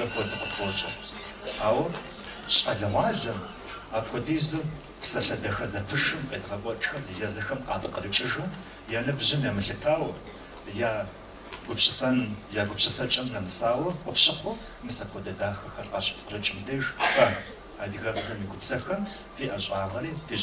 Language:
Kabardian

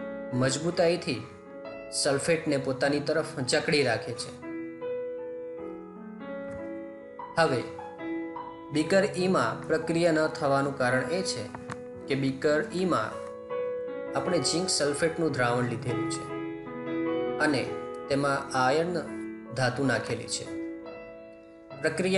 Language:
Gujarati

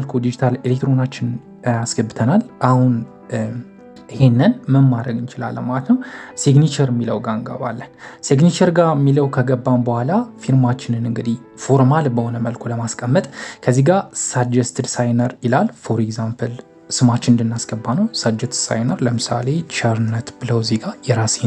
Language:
Amharic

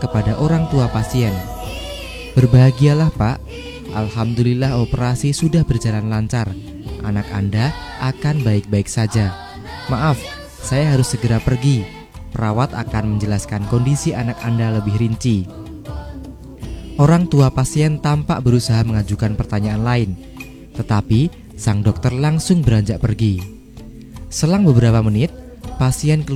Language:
Indonesian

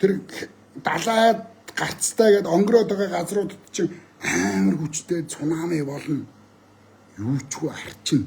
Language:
Mongolian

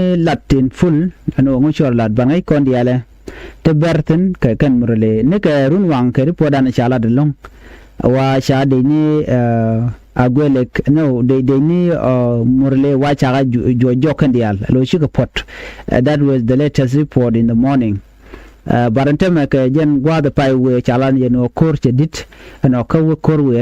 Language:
Nuer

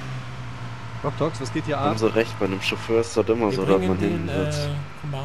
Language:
German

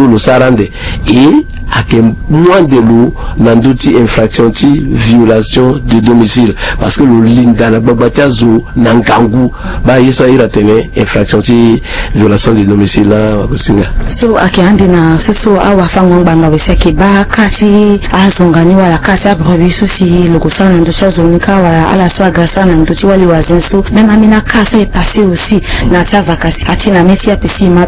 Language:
Sango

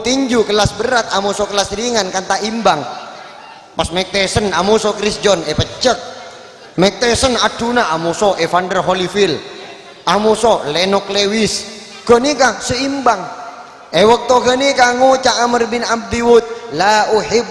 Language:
Madurese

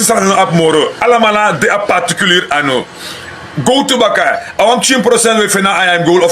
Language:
Sranan Tongo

